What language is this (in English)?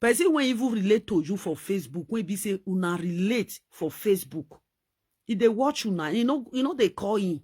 Nigerian Pidgin